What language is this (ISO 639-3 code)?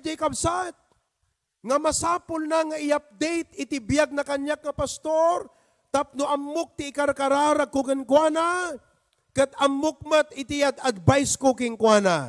ilo